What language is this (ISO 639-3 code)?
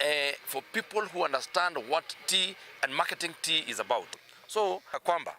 kam